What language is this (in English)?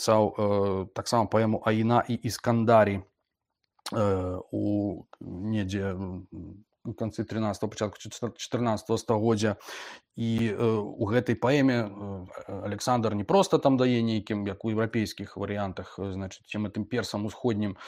Belarusian